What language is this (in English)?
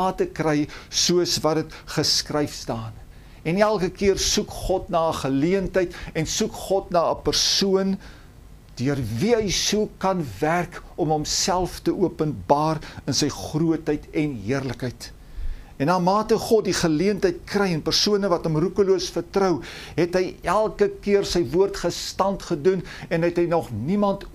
Afrikaans